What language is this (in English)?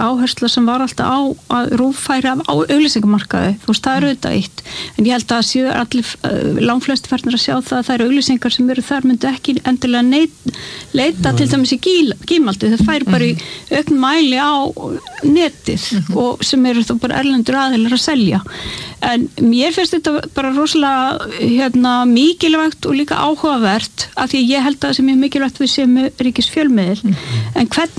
Icelandic